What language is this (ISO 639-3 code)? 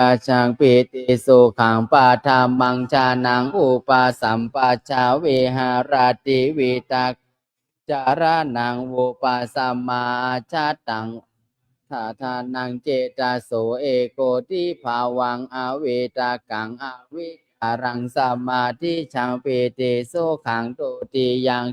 pli